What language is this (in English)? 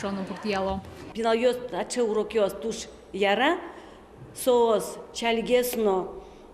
Udmurt